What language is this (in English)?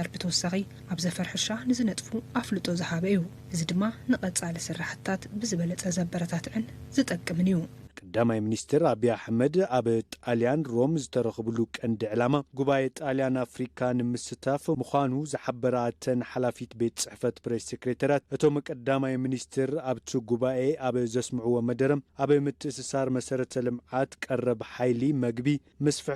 Tigrinya